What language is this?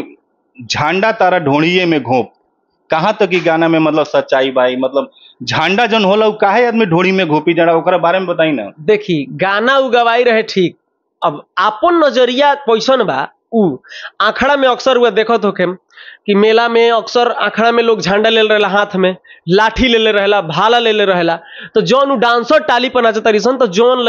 Bhojpuri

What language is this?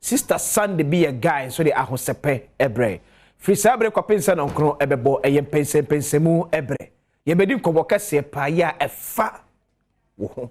Akan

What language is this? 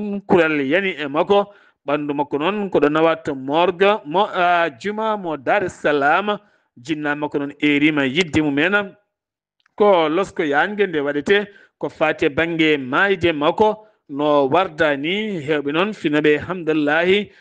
Fula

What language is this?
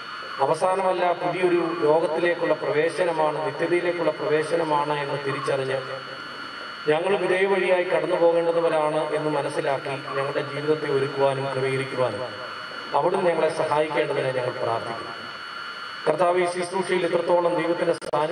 Malayalam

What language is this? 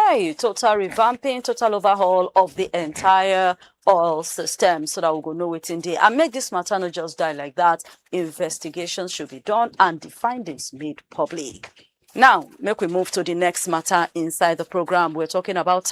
Nigerian Pidgin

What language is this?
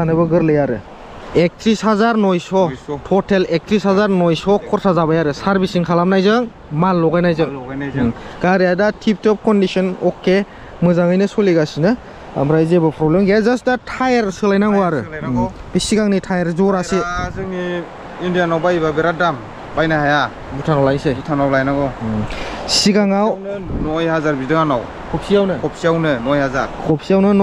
Bodo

